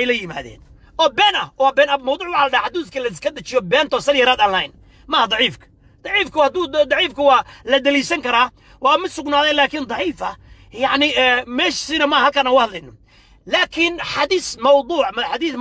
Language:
Somali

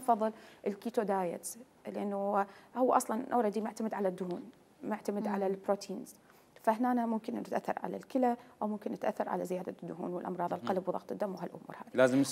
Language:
Mesopotamian Arabic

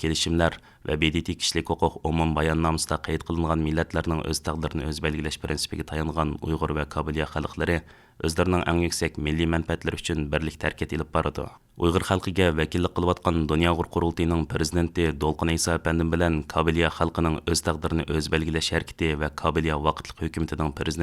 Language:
Uyghur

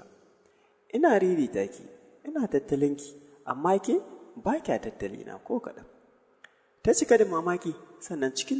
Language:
Hausa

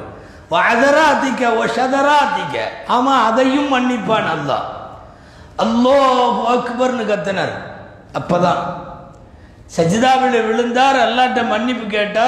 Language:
Tamil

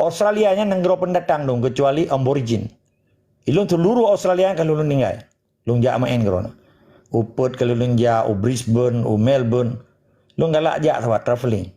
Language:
Achinese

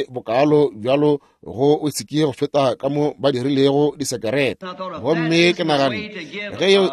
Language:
Northern Sotho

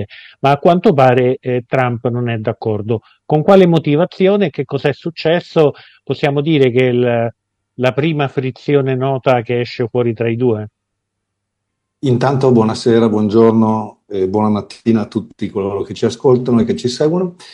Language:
Italian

